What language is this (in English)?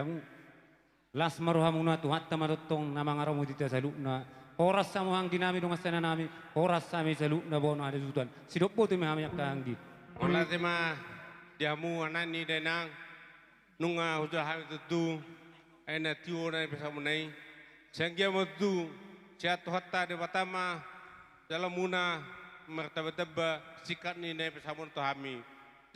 Batak Toba